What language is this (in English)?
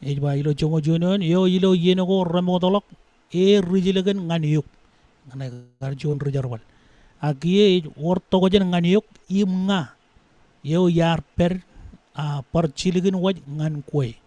Marshallese